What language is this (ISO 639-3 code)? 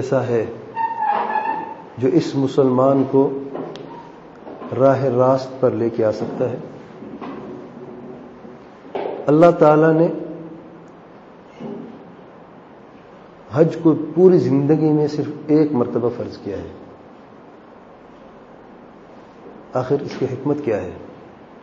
urd